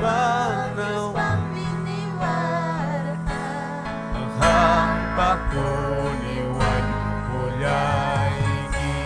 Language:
Ayacucho Quechua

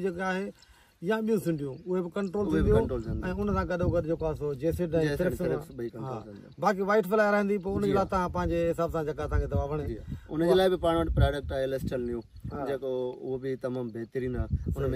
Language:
Sindhi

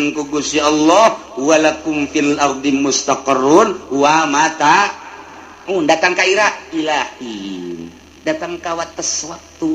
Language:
Sundanese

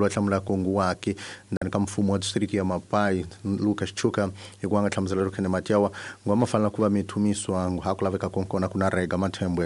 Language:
Tsonga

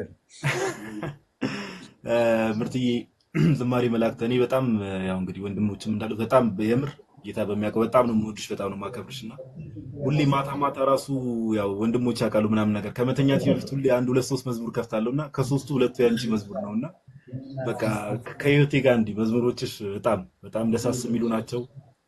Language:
Amharic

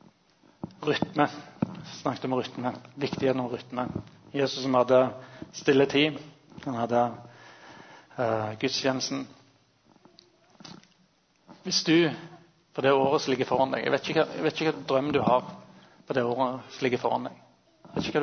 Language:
Norwegian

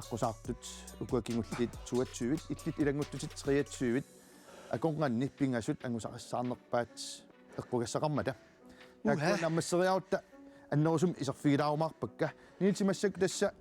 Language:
Kalaallisut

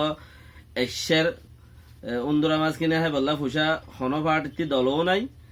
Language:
Rohingya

